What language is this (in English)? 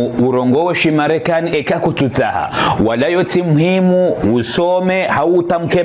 Ngazidja Comorian